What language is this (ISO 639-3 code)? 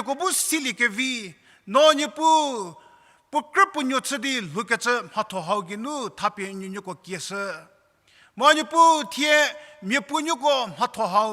njm